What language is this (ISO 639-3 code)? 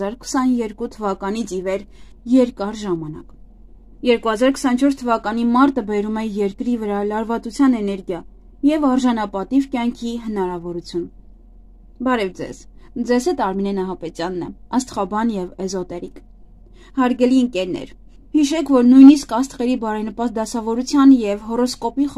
hye